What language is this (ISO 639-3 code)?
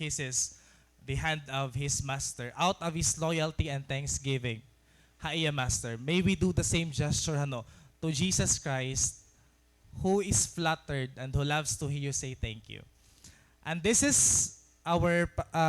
war